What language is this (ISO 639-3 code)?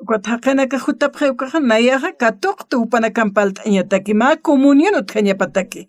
aym